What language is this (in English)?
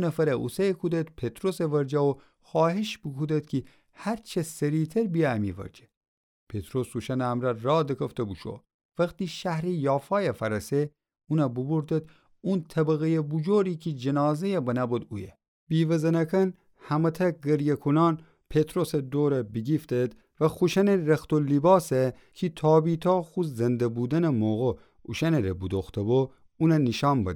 Gilaki